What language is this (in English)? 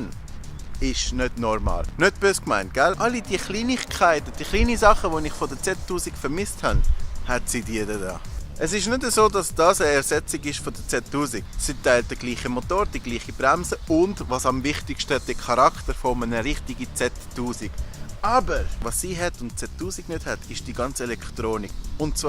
Swiss German